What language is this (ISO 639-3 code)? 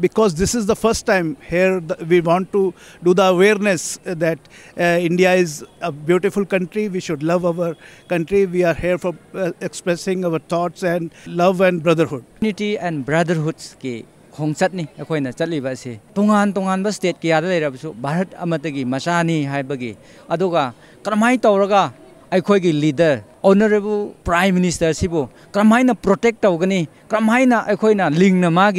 mni